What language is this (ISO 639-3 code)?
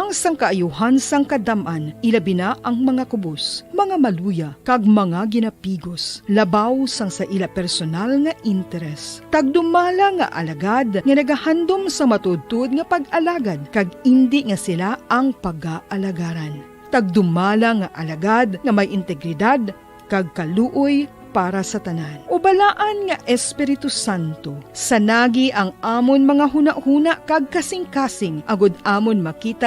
hil